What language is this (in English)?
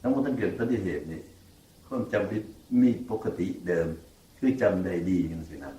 Northeastern Thai